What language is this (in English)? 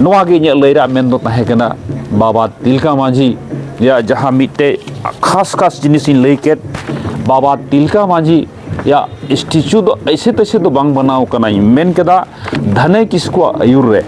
Santali